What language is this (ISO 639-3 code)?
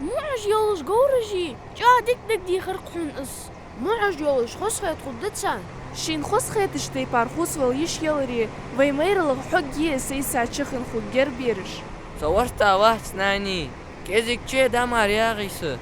inh